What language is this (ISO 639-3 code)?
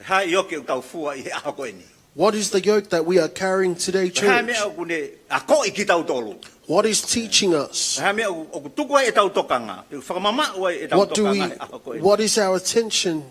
ton